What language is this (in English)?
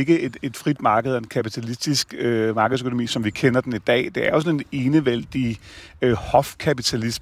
Danish